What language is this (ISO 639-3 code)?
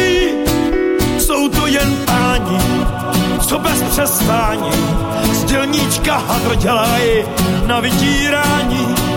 ces